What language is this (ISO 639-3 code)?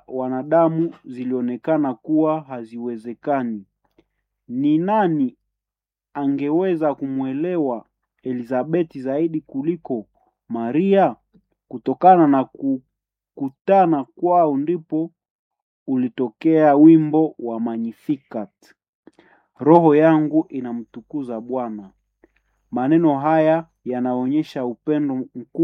swa